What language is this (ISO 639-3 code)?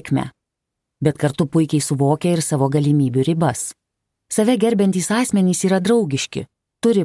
lit